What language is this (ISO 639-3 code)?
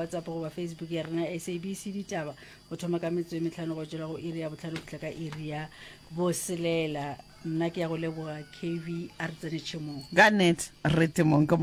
nso